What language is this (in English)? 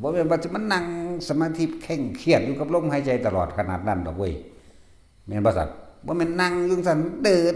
Northeastern Thai